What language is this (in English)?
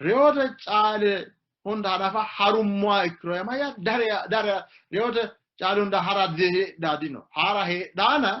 Sidamo